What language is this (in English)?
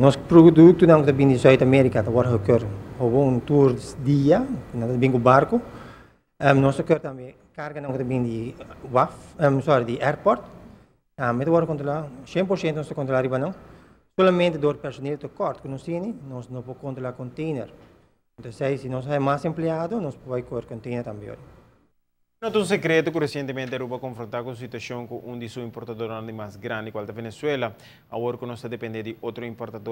Papiamento